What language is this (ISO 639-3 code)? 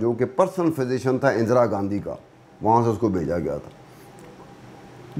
hin